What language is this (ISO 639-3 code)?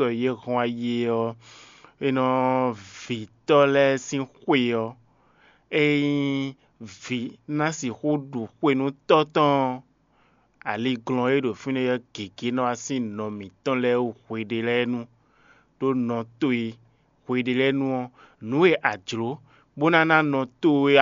fon